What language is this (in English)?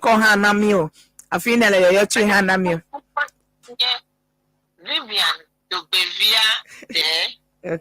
Ewe